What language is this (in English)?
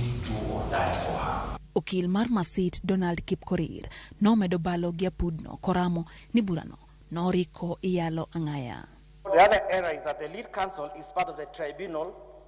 Luo (Kenya and Tanzania)